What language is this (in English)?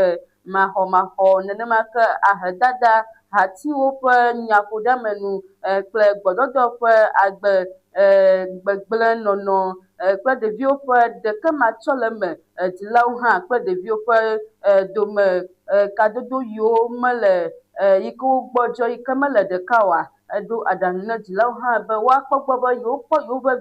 Ewe